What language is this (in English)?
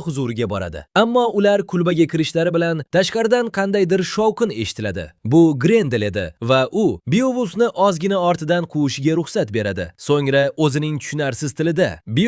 Uzbek